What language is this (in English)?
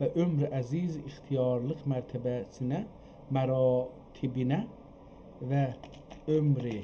South Azerbaijani